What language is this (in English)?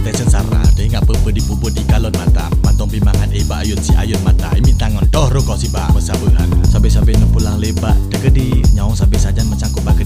Achinese